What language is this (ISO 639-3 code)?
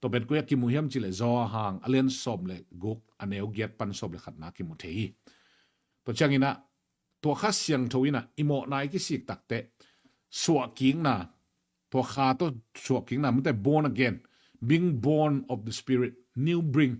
ctd